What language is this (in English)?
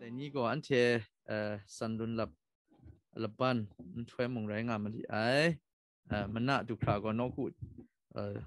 Kachin